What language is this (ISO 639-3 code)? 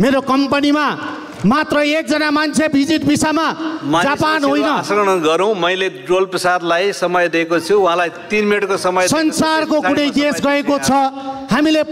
nep